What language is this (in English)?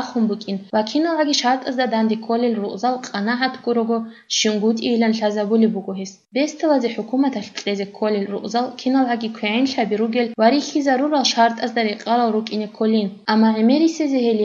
Avaric